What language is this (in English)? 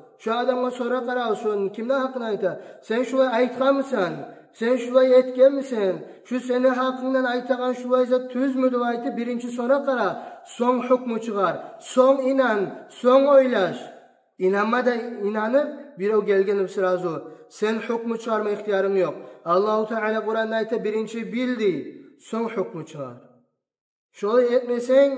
Kumyk